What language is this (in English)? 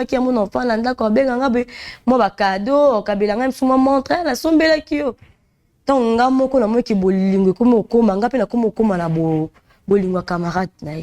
Lingala